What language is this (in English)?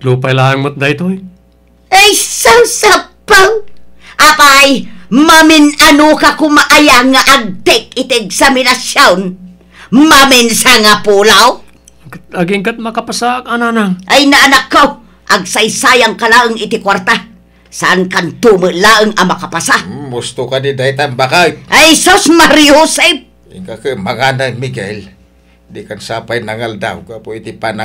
Iloko